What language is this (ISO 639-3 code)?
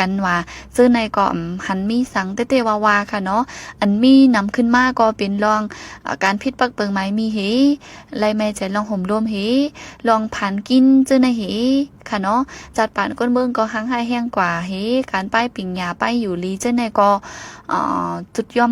shn